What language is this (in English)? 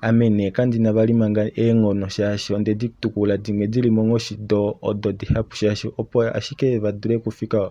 Kuanyama